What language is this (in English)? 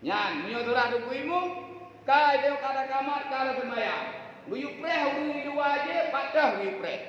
Achinese